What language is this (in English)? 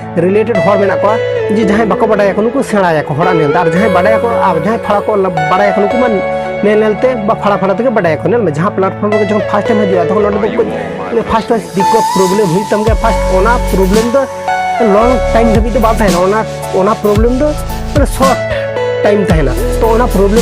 Santali